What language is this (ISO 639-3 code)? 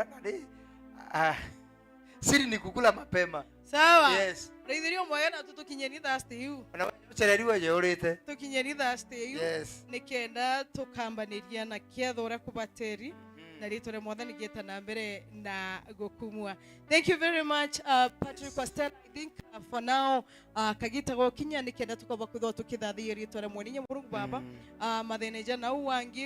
mer